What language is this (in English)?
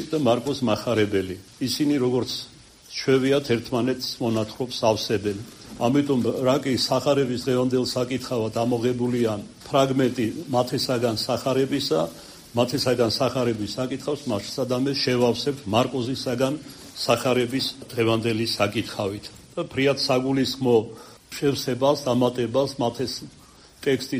Georgian